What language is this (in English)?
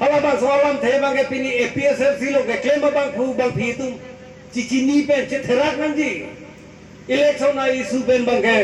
Karbi